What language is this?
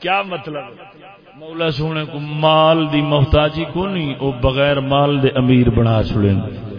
Saraiki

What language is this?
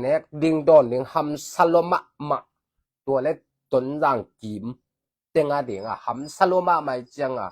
Tedim Chin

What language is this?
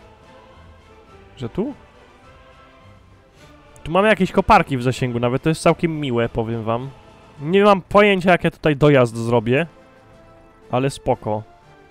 Polish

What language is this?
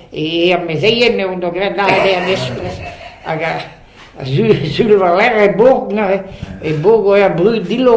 Breton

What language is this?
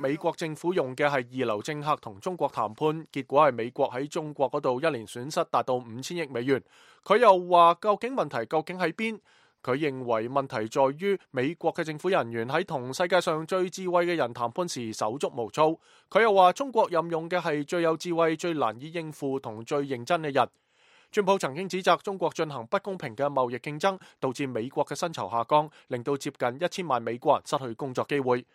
Cantonese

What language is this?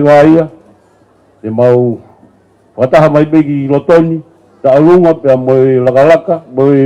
Tongan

